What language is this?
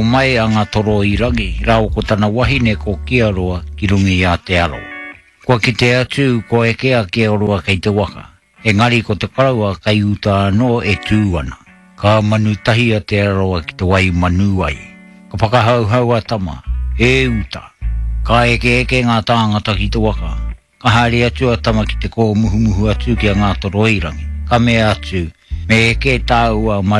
Māori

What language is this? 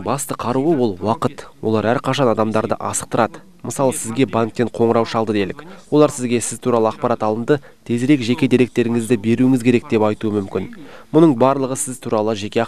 Kazakh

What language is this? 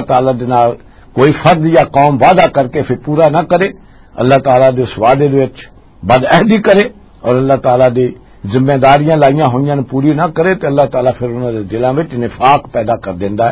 Western Panjabi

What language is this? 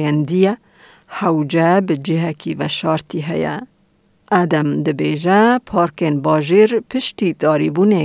Kurdish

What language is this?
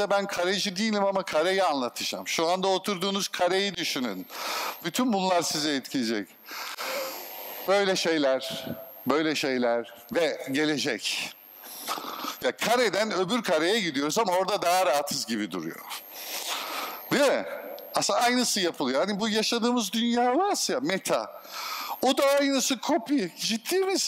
Turkish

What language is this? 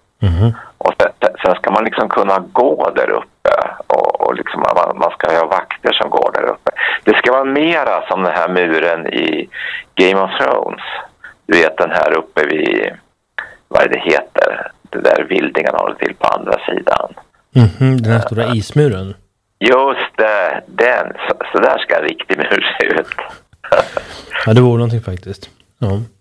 Swedish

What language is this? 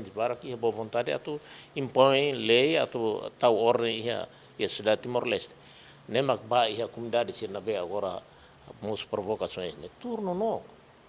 Tetum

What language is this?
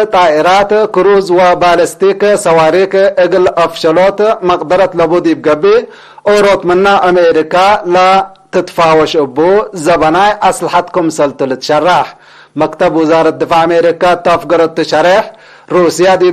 Tigre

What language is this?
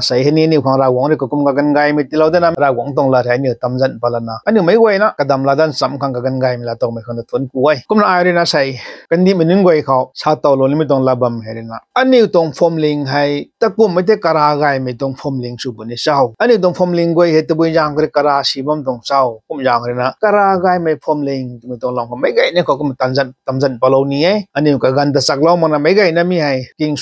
Rongmei Naga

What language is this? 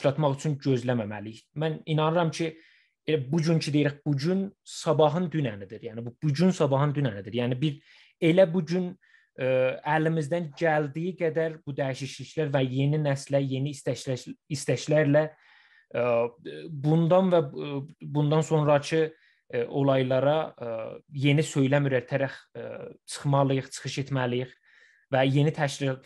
South Azerbaijani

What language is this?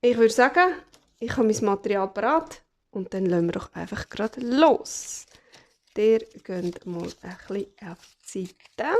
Swiss German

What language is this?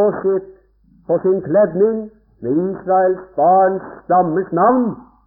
Norwegian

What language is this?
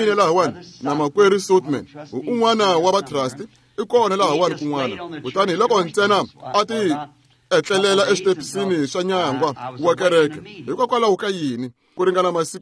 Tsonga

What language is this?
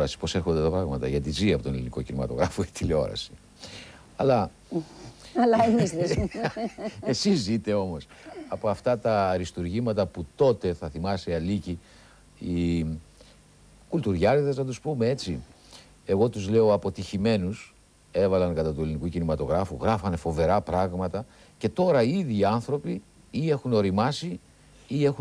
Greek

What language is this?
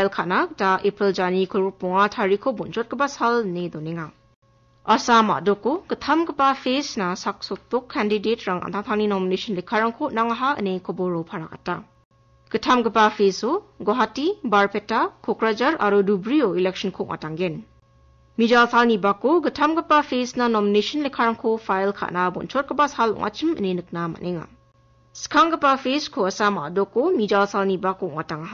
Garo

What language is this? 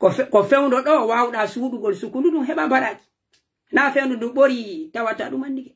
Pular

